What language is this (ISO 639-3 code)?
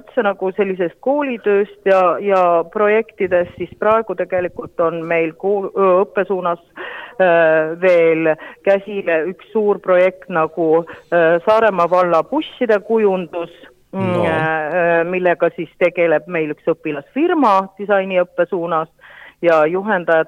est